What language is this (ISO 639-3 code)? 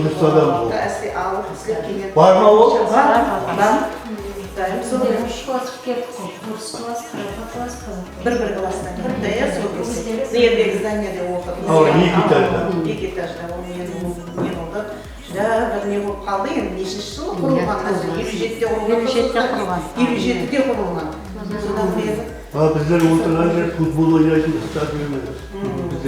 kaa